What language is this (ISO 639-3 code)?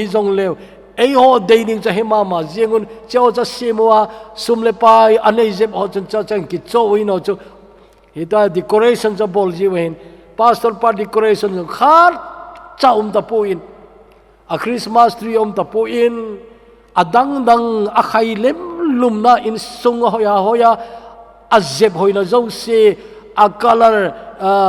tcz